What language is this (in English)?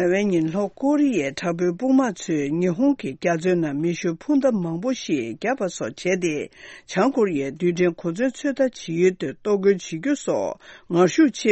Tibetan